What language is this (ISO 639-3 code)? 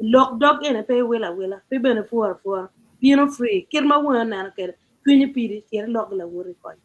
ach